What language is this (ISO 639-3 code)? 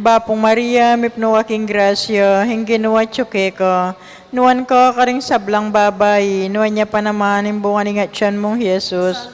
pam